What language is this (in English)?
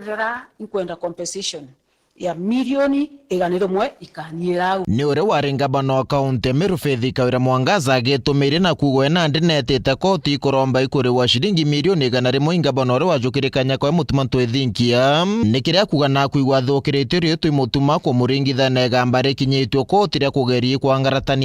Meru